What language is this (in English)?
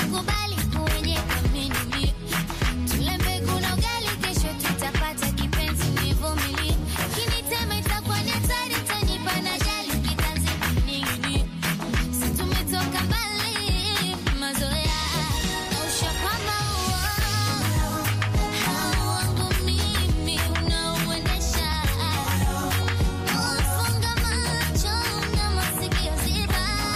Swahili